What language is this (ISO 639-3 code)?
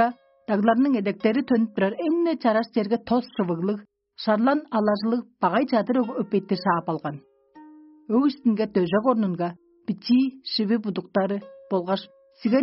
tyv